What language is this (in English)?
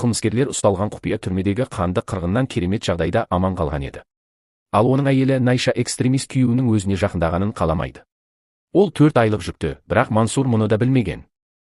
Kazakh